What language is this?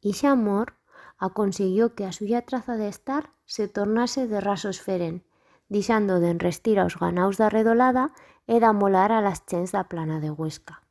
Aragonese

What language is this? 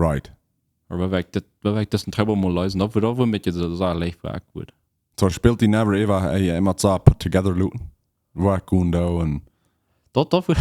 Plautdietsch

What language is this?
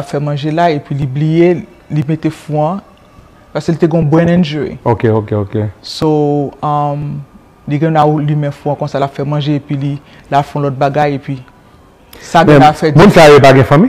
Haitian Creole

